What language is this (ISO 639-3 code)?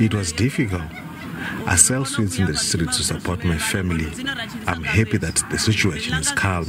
tso